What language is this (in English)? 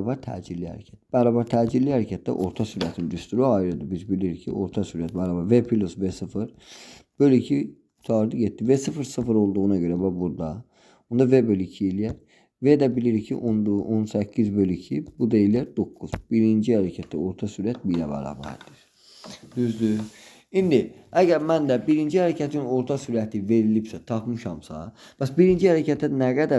Azerbaijani